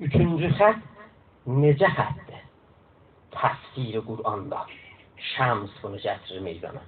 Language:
South Azerbaijani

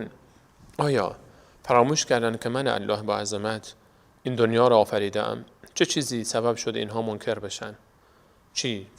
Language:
Persian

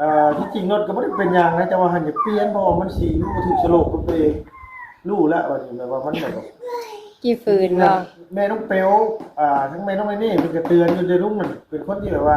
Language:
Northeastern Thai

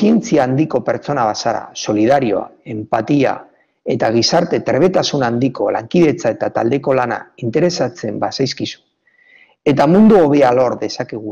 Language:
Basque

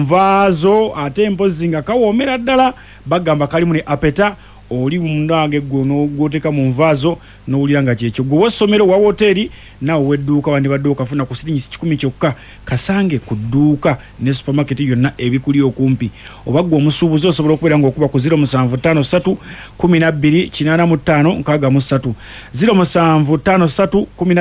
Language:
Ganda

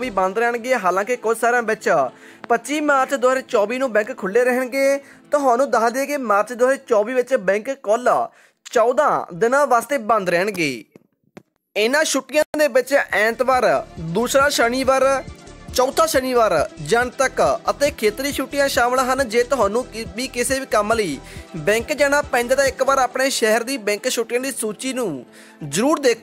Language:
Punjabi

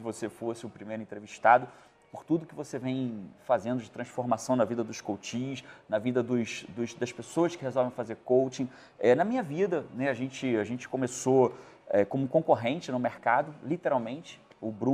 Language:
Portuguese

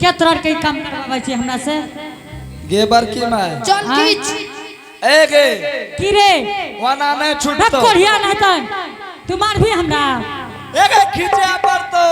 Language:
Angika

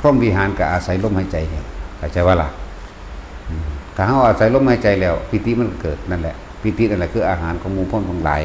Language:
Northeastern Thai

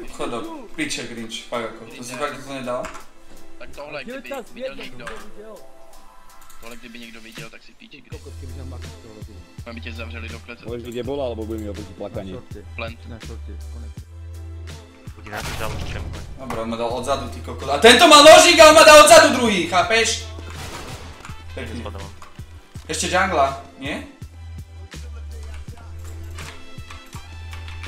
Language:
Slovak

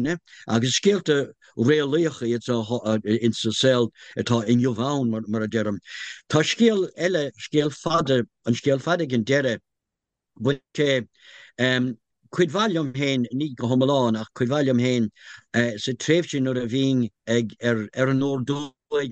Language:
Irish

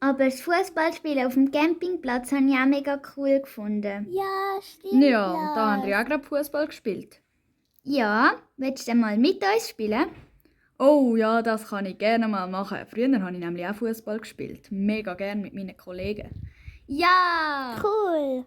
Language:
Swiss German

